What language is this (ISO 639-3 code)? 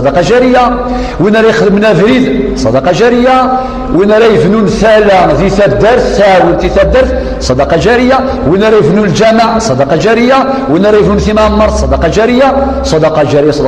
kab